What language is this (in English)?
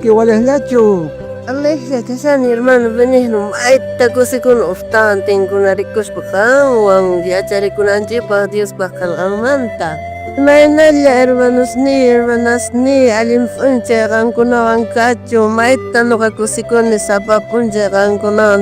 South Bolivian Quechua